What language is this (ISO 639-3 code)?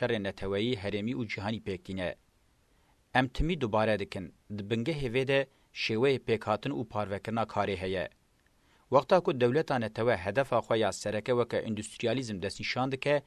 kur